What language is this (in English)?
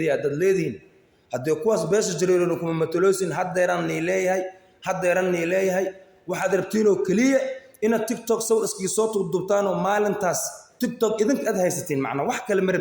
Somali